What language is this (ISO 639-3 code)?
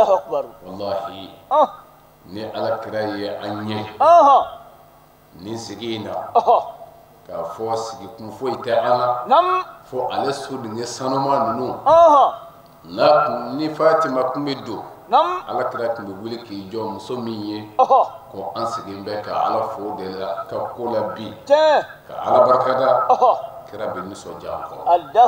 bam